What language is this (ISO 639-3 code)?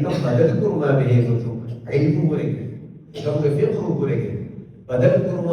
div